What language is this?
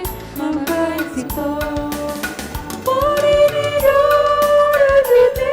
Batak Simalungun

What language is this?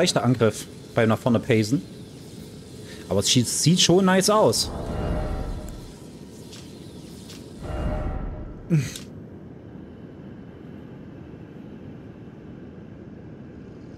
German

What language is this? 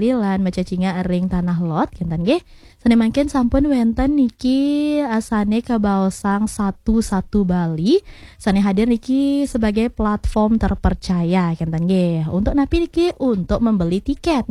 Balinese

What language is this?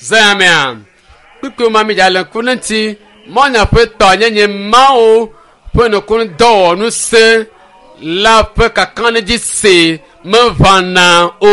Ewe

